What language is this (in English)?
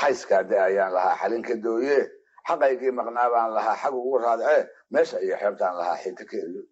Somali